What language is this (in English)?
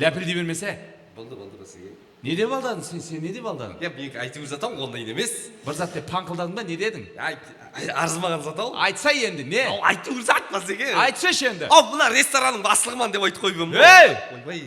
Kara-Kalpak